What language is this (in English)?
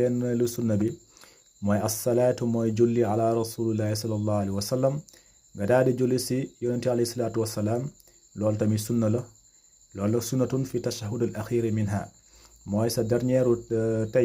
Wolof